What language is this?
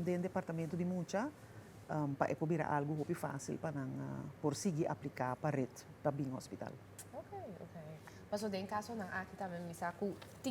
Papiamento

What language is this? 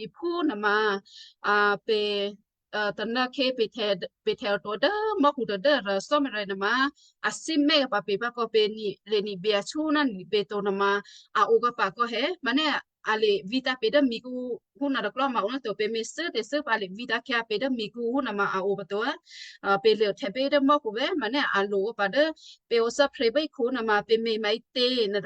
Western Kayah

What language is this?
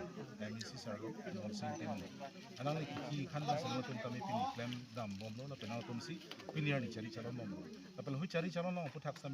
Karbi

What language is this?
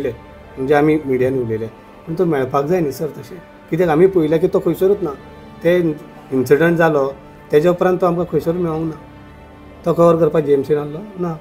Konkani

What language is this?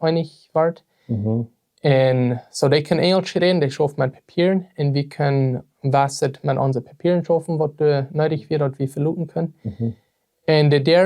Plautdietsch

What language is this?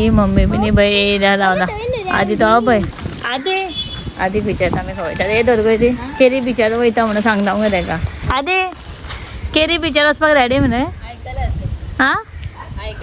Konkani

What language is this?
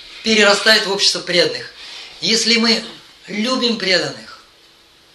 Russian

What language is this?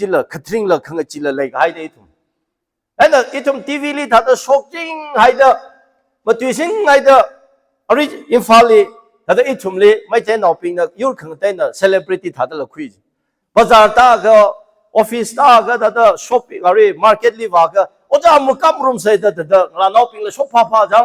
Tangkhul Naga (India)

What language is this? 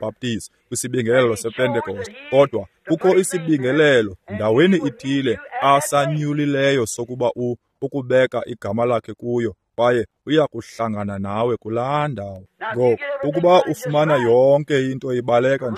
Xhosa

